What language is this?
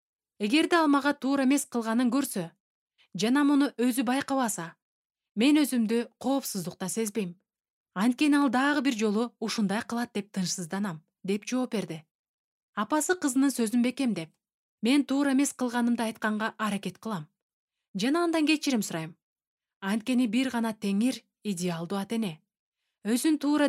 Kyrgyz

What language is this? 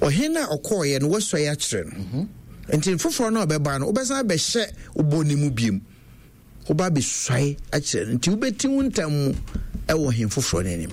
Akan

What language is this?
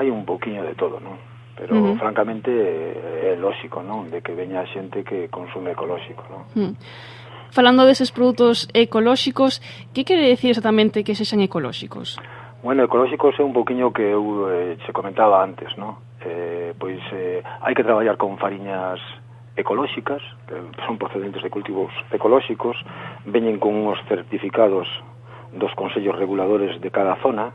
Galician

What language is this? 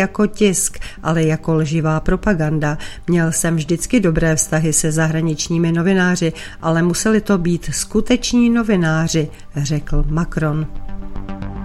Czech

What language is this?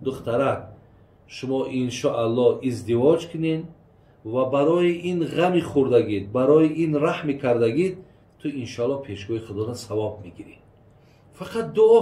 Tajik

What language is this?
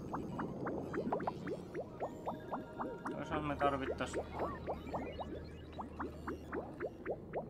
Finnish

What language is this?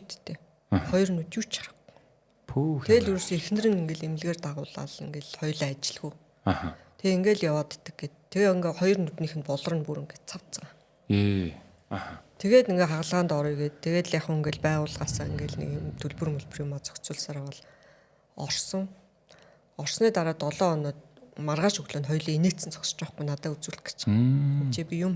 Mongolian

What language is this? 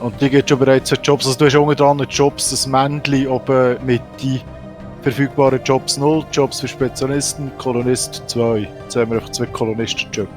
Swiss German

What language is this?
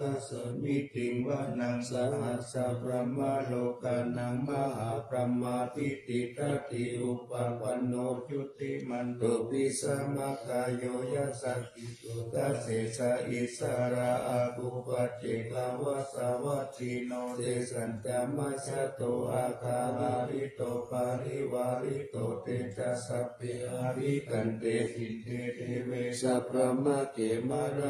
Pali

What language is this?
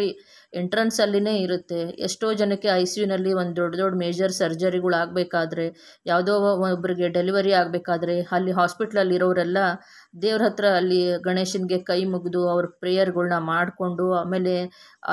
Kannada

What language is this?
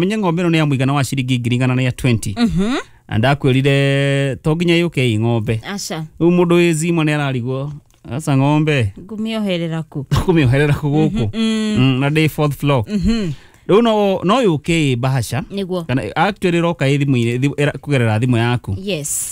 Kikuyu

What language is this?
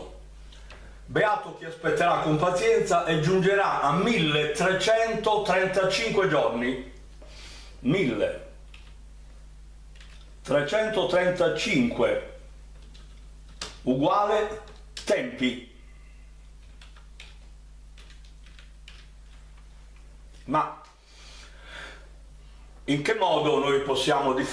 Italian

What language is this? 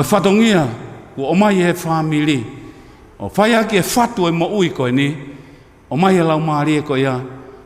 Tongan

